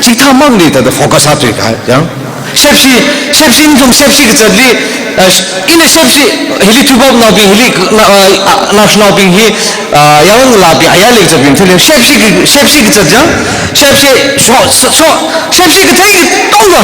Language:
Tangkhul Naga (India)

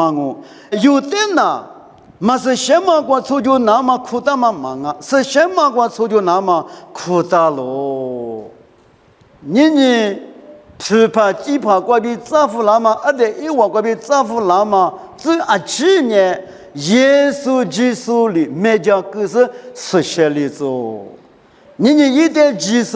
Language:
Lisu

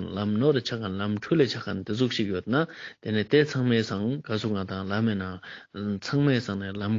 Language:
Ladakhi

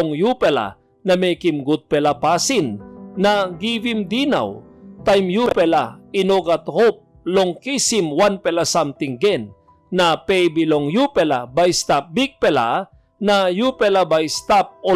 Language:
Tok Pisin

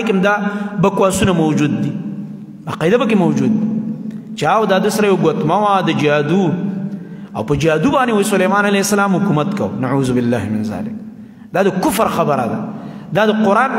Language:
Pashto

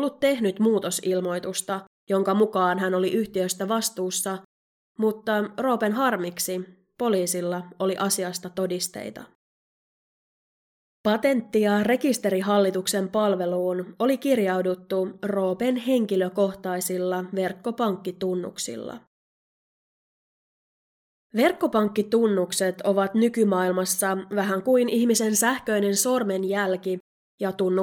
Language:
Finnish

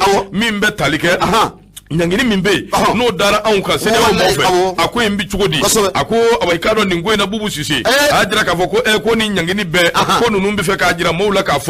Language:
Bambara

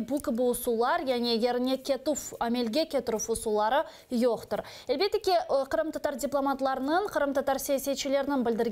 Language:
Crimean Tatar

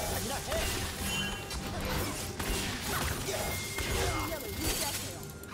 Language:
Korean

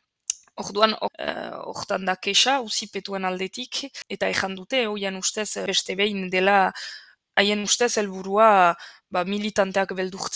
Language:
Basque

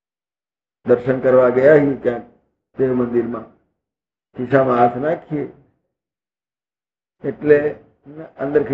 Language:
Gujarati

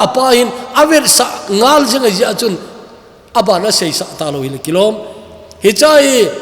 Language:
Thado Chin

